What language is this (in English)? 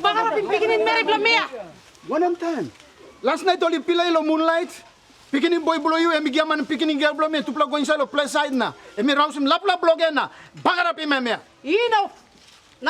Tok Pisin